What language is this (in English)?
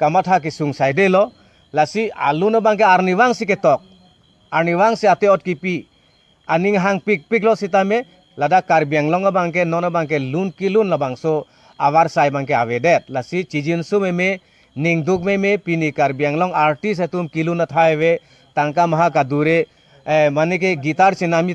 Karbi